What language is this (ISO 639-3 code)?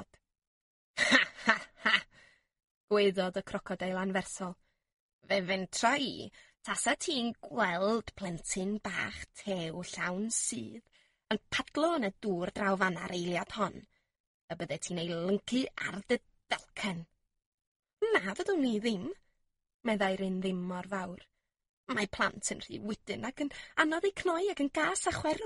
cym